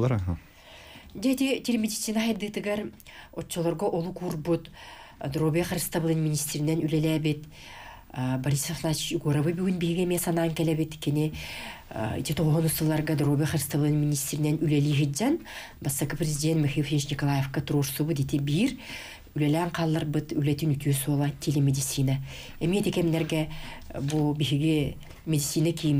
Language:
Yakut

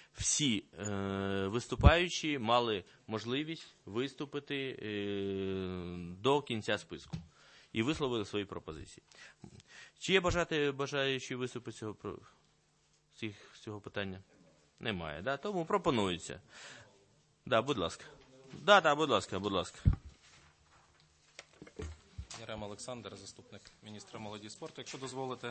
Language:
Ukrainian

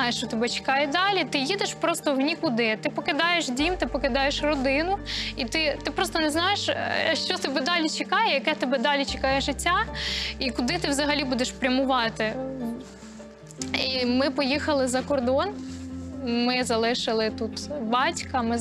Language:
Ukrainian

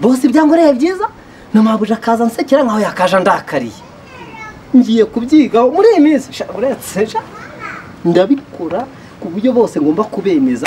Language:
Kinyarwanda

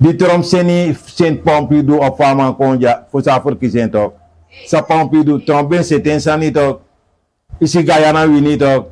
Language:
Sranan Tongo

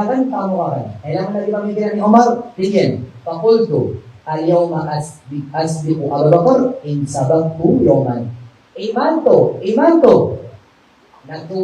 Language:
Maranao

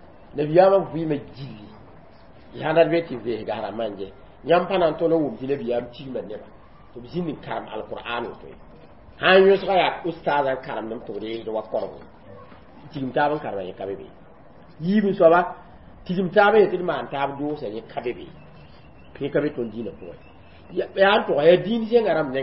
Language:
Mossi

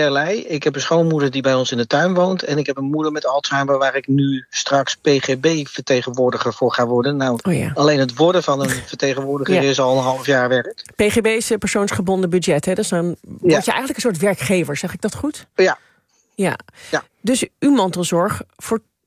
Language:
Dutch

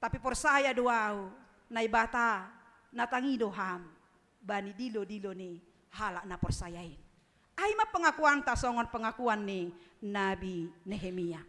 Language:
Batak Simalungun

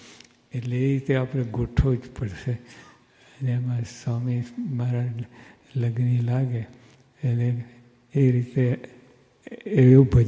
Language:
Gujarati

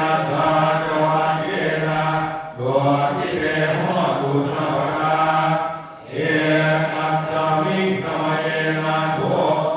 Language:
Pali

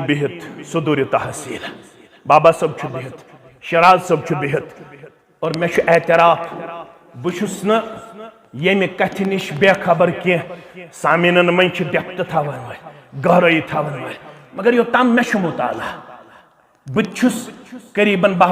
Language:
Kashmiri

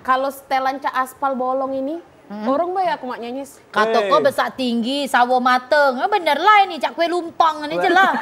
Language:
Musi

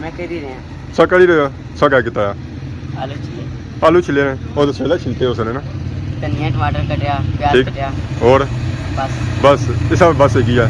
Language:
Pahari-Potwari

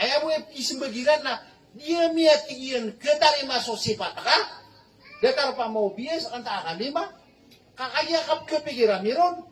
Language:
Maranao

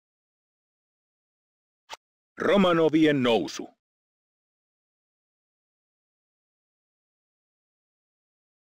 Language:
Finnish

